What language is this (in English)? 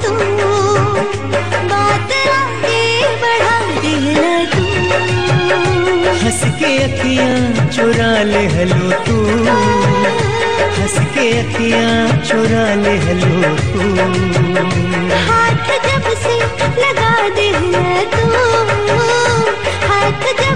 Bhojpuri